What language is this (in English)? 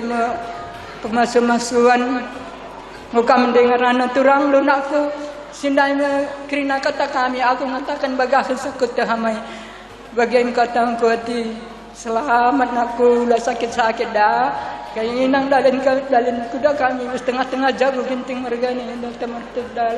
Batak Karo